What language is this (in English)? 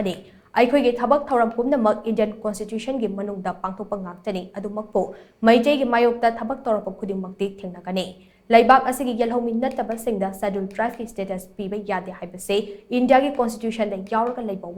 Manipuri